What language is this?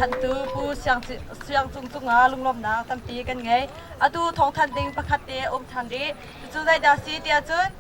Hakha Chin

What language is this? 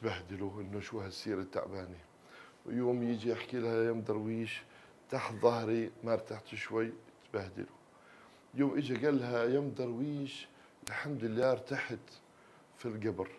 North Levantine Arabic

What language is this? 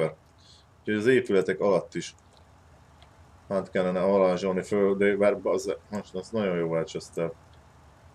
Hungarian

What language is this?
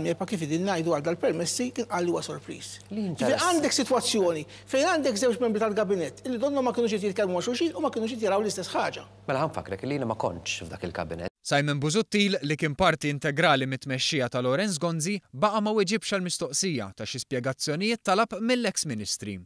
Maltese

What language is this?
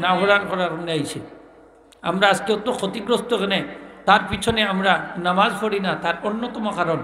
Sylheti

